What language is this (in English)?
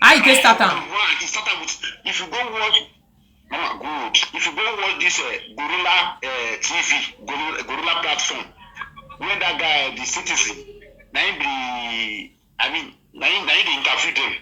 Nigerian Pidgin